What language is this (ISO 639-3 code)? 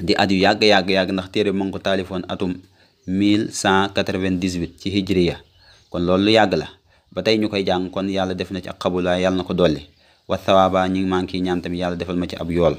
wol